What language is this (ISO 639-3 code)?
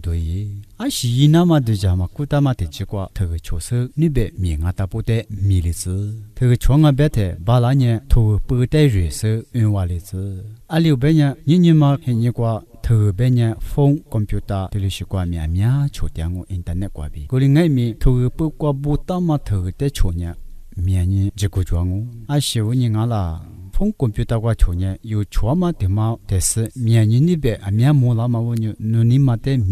lis